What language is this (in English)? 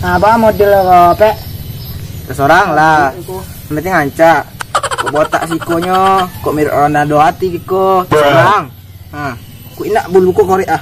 Minangkabau